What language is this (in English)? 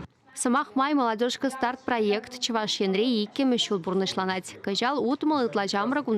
Chuvash